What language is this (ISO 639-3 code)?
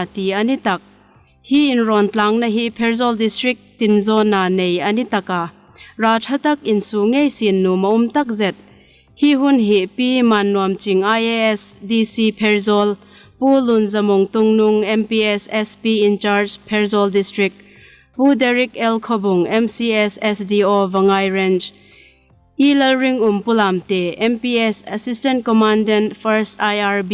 hmr